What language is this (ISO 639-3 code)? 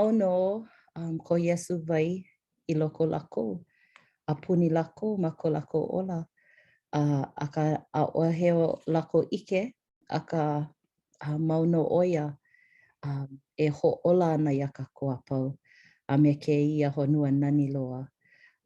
haw